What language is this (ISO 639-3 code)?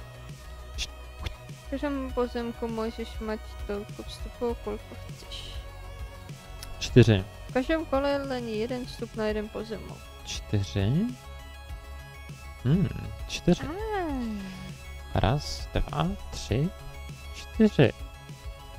ces